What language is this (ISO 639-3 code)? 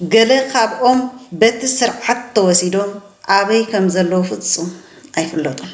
tir